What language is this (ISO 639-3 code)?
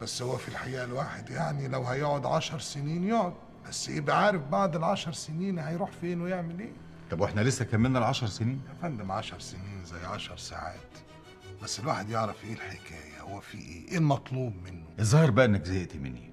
arz